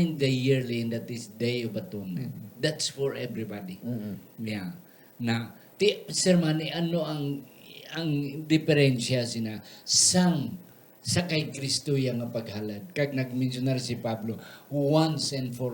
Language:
Hiligaynon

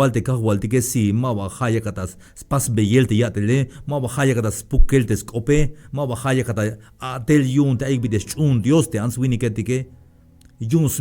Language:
Tzeltal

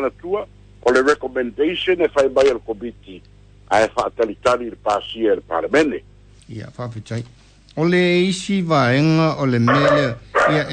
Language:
Samoan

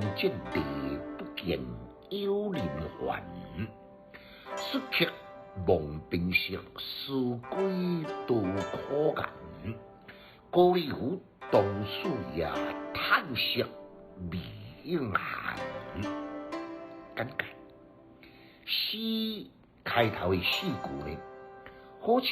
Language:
Min Nan Chinese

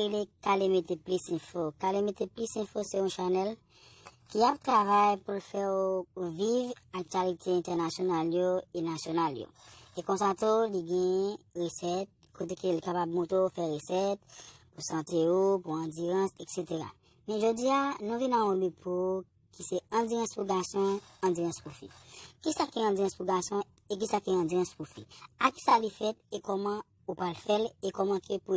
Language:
Haitian Creole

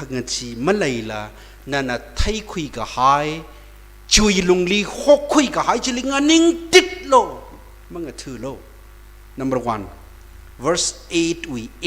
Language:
Tangkhul Naga (India)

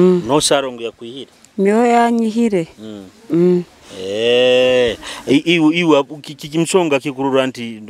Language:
Nyoro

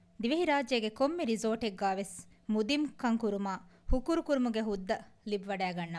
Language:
Divehi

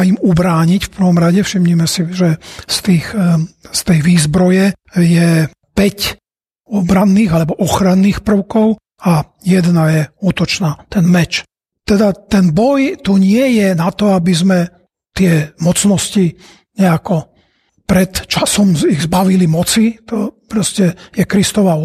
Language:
Slovak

